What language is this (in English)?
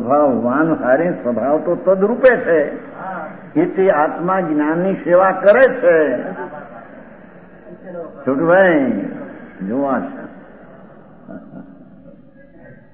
Gujarati